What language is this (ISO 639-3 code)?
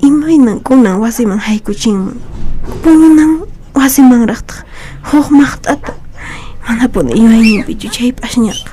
que